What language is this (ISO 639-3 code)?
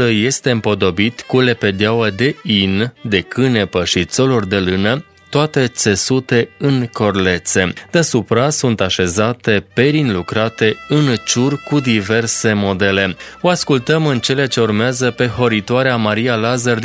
ron